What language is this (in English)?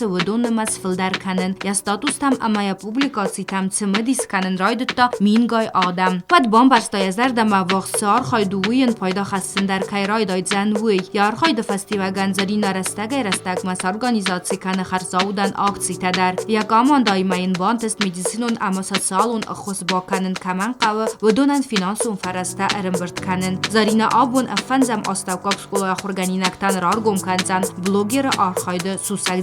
Ossetic